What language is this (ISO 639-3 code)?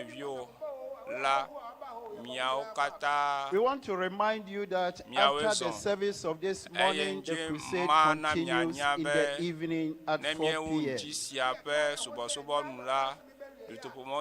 ewe